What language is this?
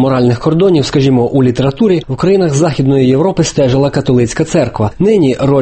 Ukrainian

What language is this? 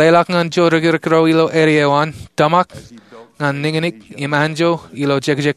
Marshallese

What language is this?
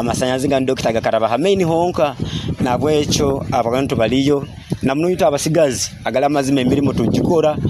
Nyoro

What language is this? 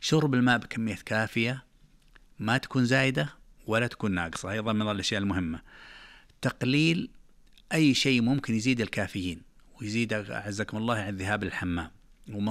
Najdi Arabic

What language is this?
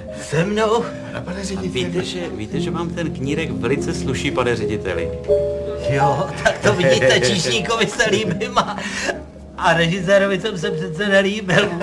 Czech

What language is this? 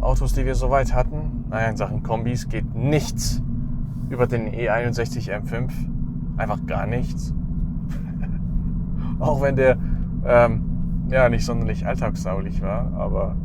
Swiss German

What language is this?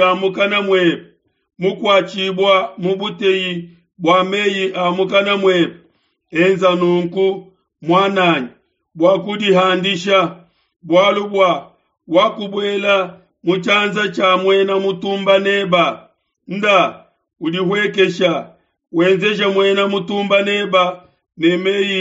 Luba-Lulua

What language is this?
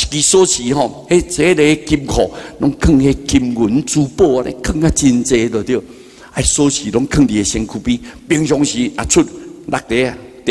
Min Nan Chinese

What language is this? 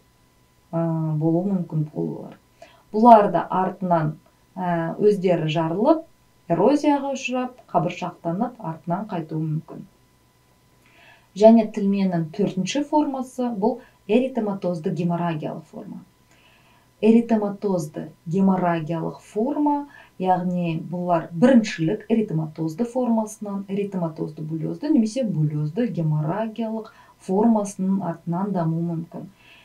Kazakh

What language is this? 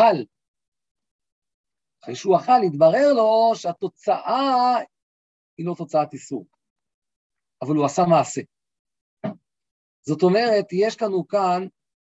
Hebrew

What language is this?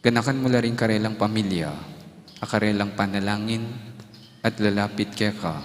Pampanga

